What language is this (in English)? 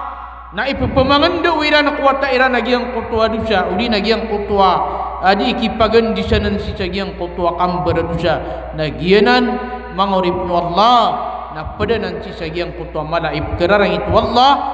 Maranao